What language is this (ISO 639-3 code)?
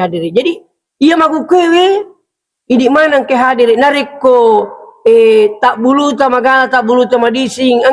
bug